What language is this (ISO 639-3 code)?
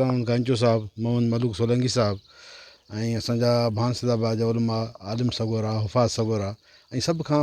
snd